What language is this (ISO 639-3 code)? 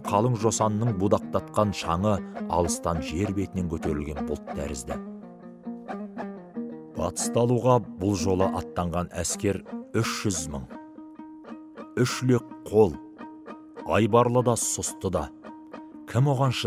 kaz